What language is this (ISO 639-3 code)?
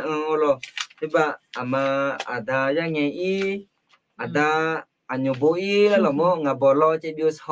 ahk